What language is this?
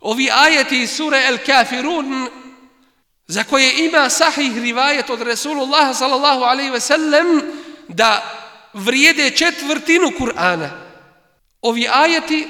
Bosnian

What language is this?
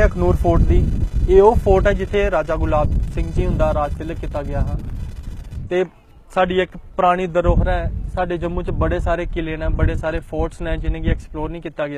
Dogri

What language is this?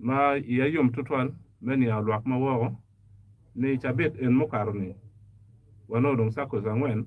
Acoli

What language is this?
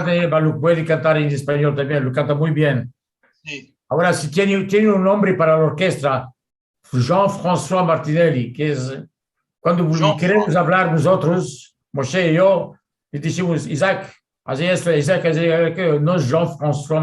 Ladino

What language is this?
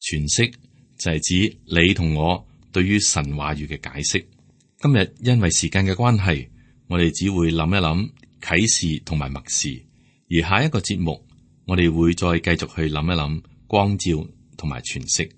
Cantonese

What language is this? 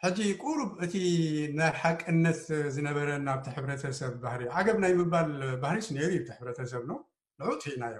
Tigrinya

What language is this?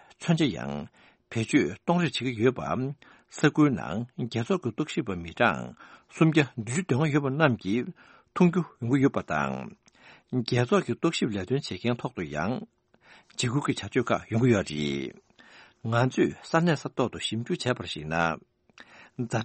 Tibetan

